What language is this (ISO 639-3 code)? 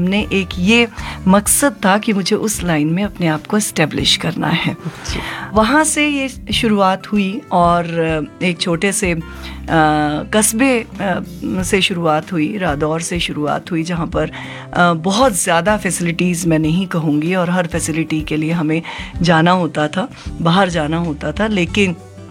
hin